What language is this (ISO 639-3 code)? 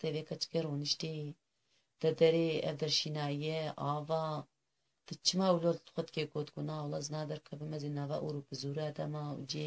kur